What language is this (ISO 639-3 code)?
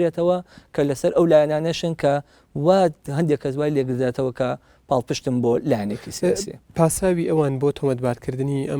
ckb